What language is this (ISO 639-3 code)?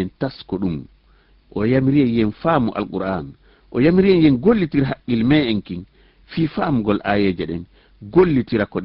ful